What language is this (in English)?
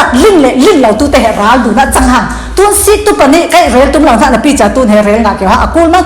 Falam Chin